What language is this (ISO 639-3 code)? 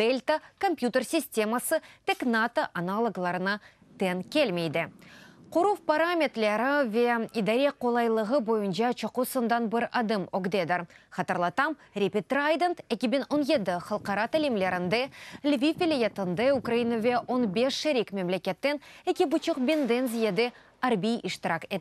crh